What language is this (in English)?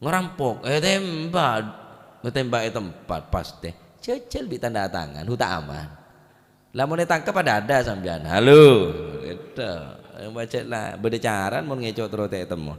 Madurese